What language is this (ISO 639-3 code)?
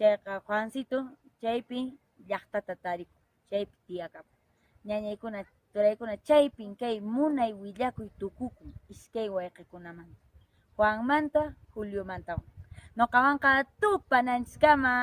que